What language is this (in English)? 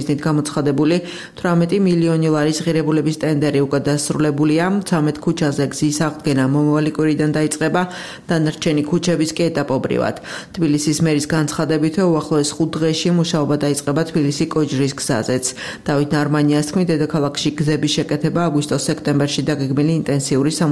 Georgian